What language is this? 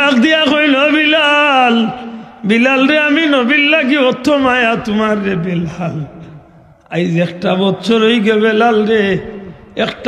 Sylheti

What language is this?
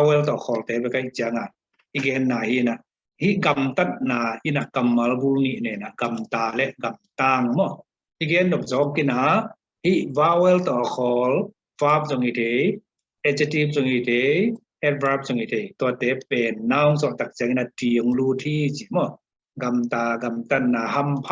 Tedim Chin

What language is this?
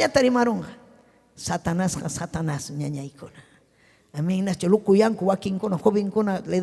Ayacucho Quechua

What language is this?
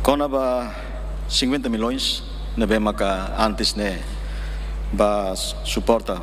Tetum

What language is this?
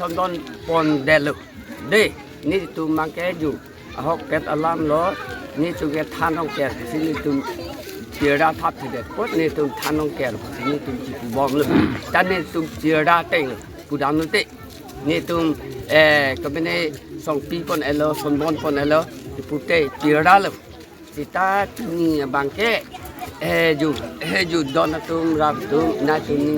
Karbi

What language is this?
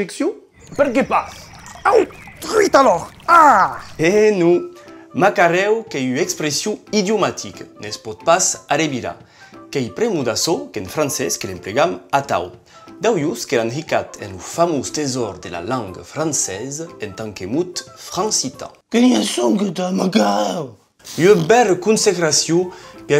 Occitan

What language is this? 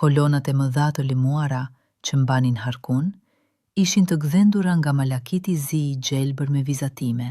Albanian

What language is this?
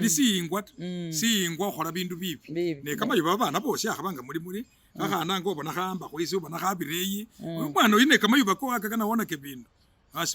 Masaaba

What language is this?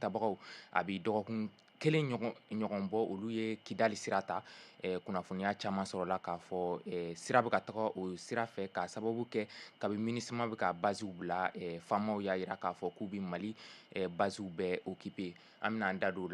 Bambara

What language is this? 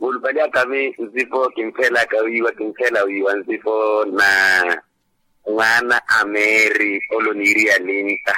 Makhuwa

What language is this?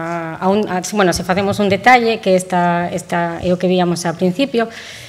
Galician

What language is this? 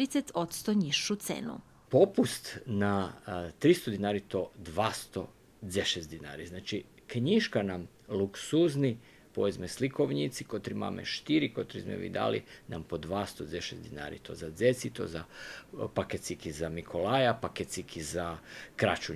Rusyn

